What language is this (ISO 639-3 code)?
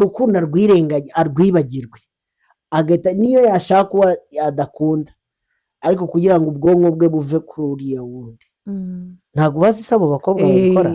kin